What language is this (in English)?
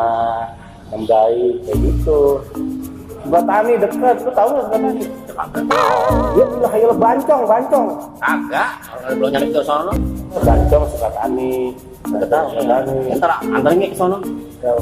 Betawi